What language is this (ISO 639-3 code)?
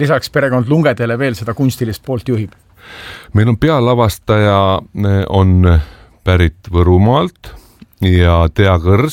est